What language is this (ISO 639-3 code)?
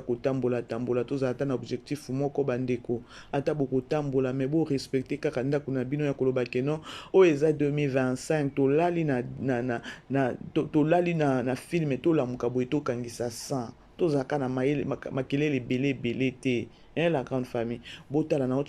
lin